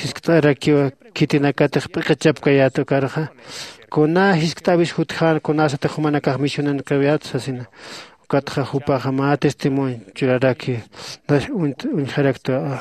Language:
Aymara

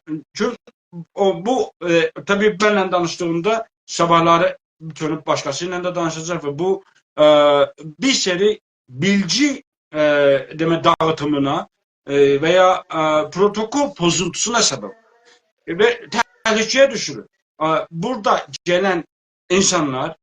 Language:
South Azerbaijani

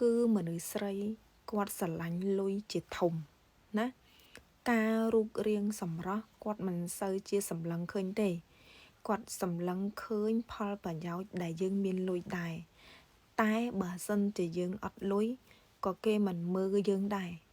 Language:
Khmer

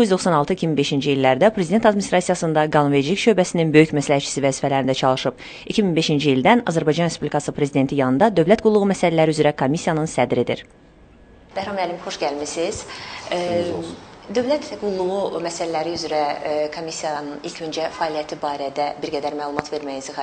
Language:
Azerbaijani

